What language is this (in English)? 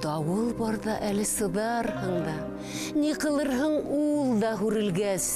Bashkir